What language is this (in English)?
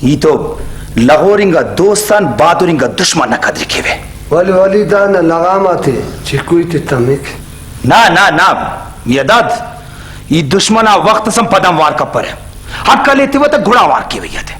Brahui